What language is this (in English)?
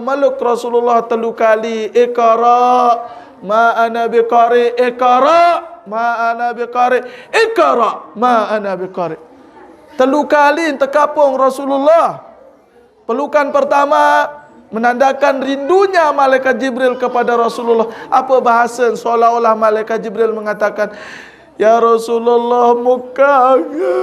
Sasak